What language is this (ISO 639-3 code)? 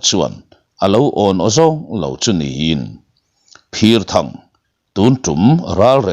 lus